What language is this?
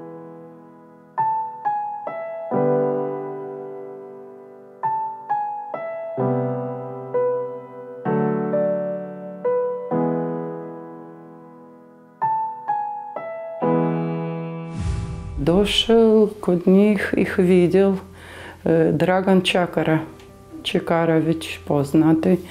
Croatian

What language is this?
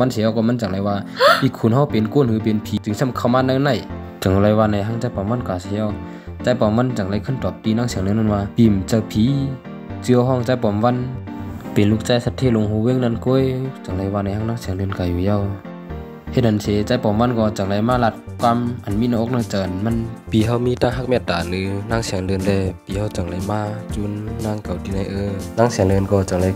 Shan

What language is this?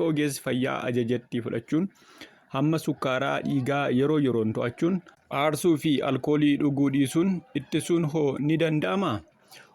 Oromo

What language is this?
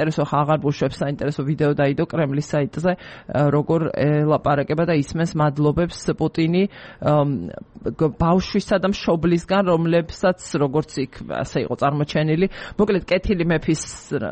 Georgian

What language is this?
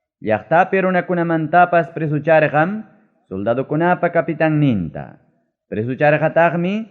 Ayacucho Quechua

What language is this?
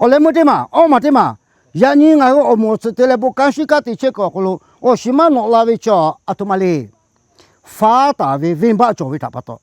Lahu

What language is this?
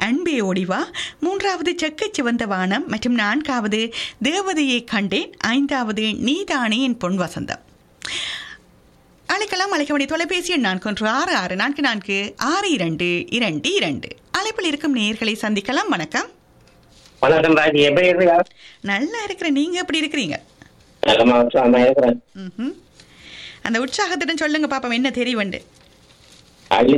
Tamil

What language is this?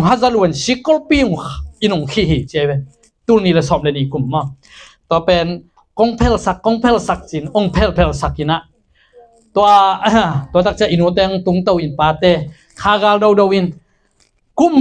Tedim Chin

